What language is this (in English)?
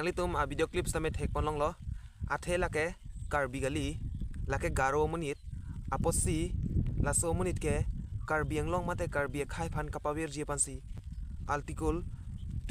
Karbi